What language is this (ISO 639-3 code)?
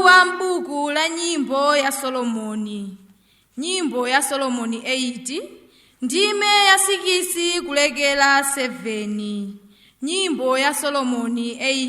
nya